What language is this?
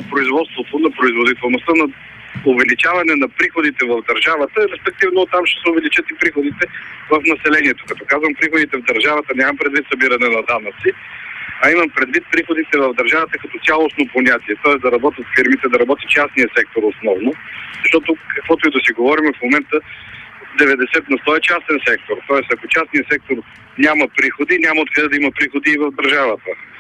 Bulgarian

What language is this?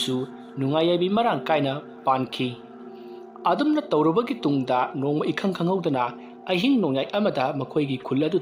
Manipuri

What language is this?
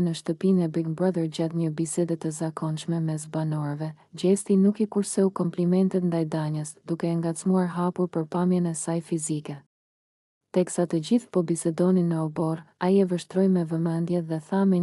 Albanian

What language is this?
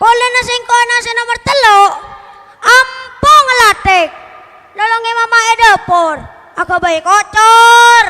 Madurese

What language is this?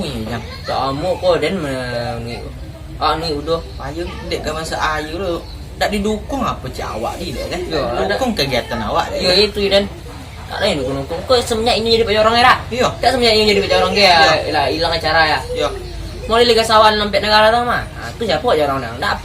Minangkabau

